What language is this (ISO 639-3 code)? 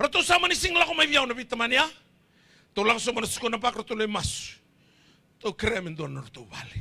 fij